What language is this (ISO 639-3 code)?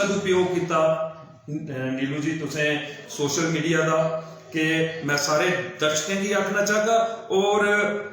doi